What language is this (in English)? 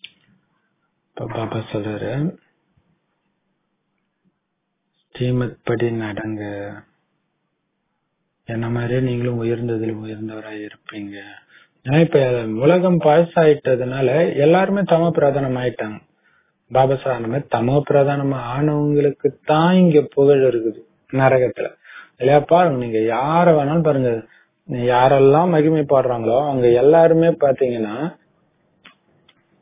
Tamil